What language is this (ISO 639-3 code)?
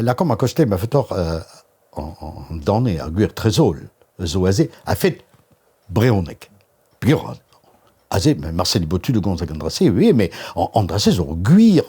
bre